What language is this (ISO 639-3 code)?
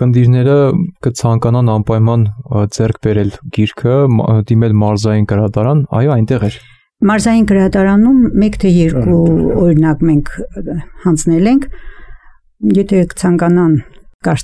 hye